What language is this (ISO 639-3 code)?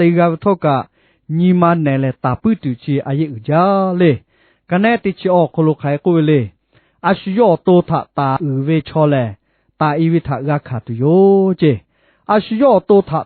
lhu